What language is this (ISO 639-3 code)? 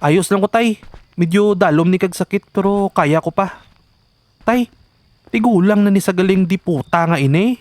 hil